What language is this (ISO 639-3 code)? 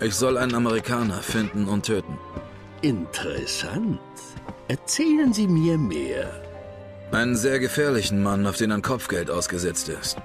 bar